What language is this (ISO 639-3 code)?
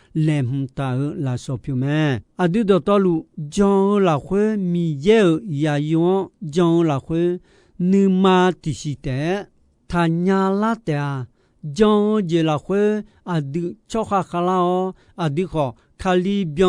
ahk